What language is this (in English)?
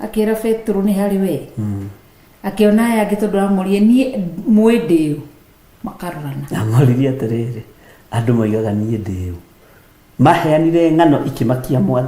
Kikuyu